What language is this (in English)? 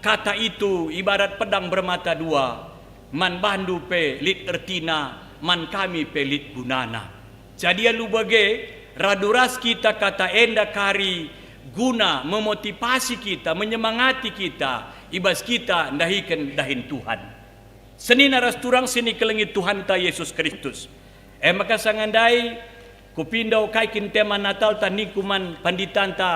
Batak Karo